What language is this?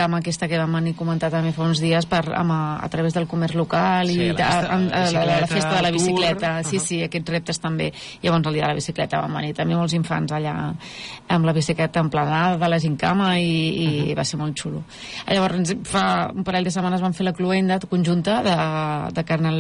Catalan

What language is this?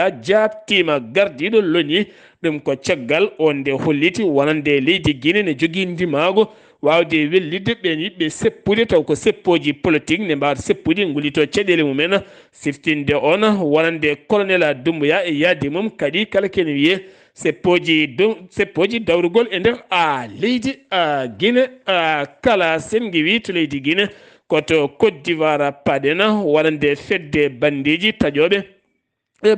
Fula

